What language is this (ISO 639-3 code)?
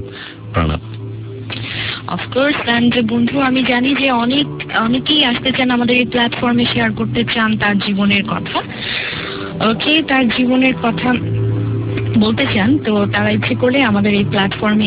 ben